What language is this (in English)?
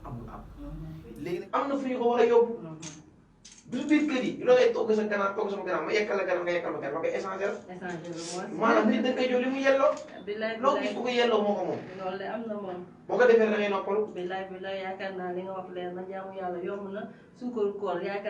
Wolof